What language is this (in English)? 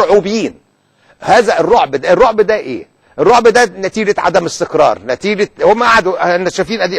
Egyptian Arabic